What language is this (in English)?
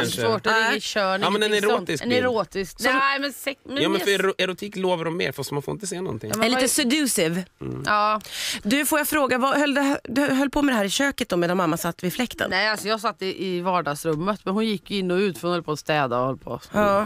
Swedish